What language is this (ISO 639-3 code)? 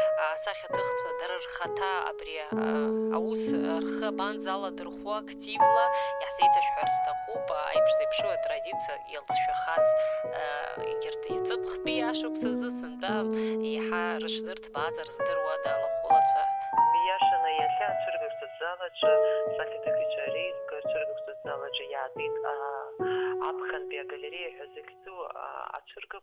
abk